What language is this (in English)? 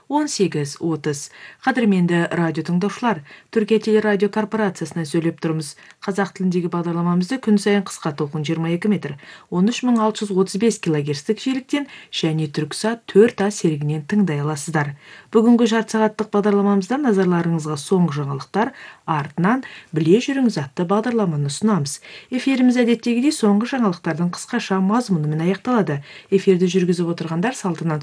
Kazakh